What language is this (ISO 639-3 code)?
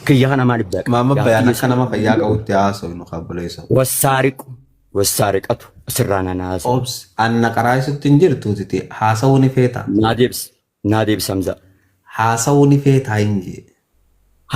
orm